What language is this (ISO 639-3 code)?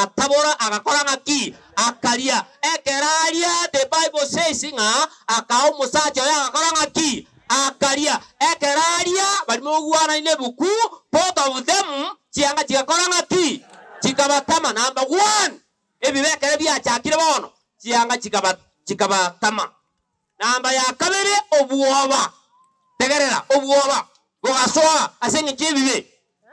guz